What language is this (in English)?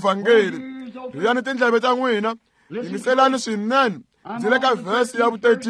Tsonga